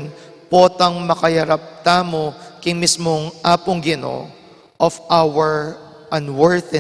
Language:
Pampanga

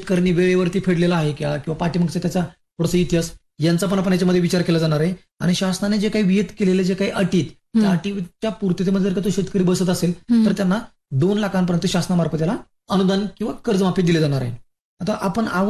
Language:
Marathi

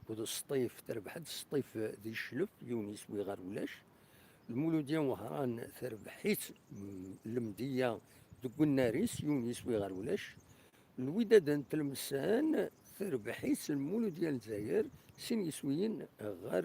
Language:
Kabyle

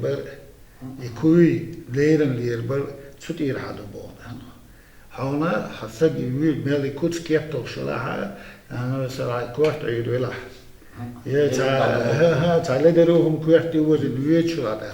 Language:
Chechen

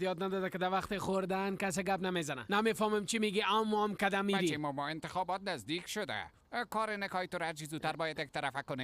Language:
Persian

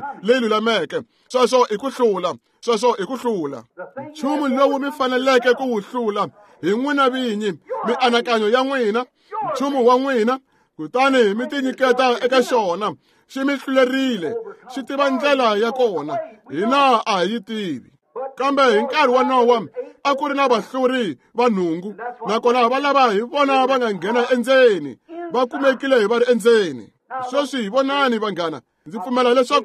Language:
Tsonga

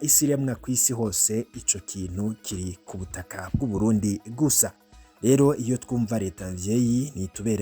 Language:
Rundi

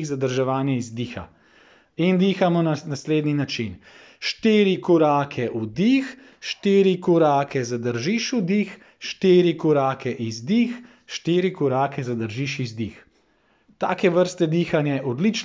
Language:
Slovenian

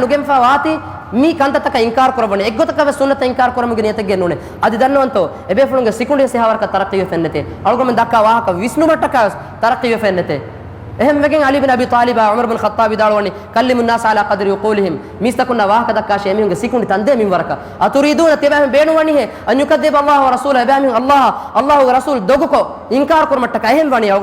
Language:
Divehi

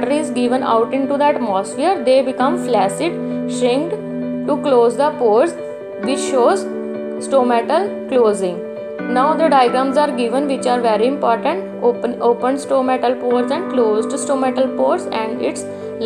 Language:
English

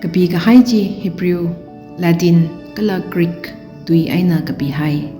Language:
Tangkhul Naga (India)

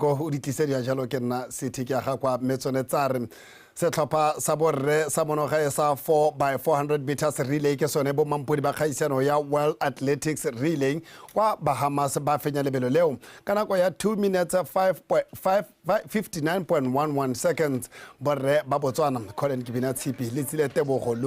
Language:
Tswana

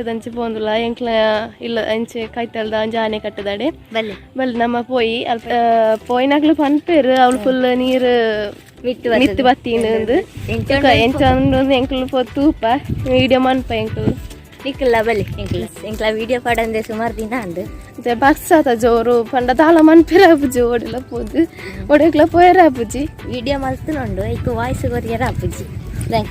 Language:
Tulu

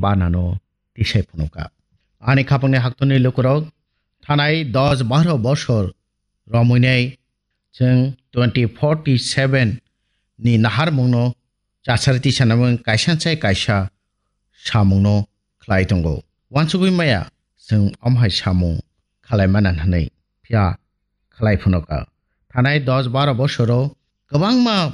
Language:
Kok Borok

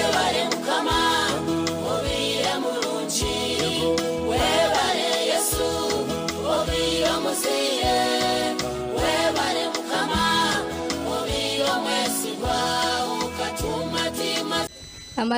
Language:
Nyankole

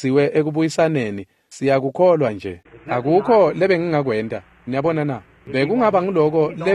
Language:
Swati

